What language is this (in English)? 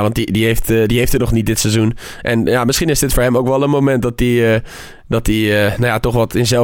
Dutch